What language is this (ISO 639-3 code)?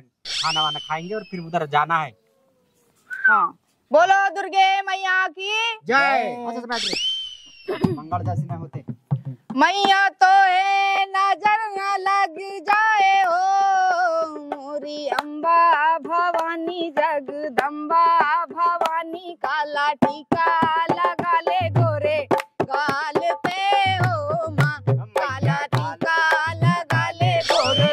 hin